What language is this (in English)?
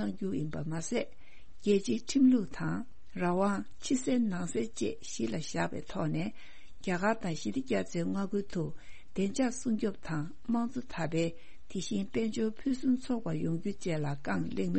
Tibetan